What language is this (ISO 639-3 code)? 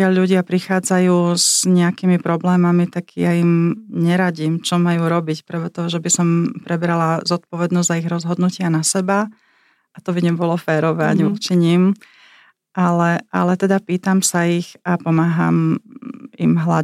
slk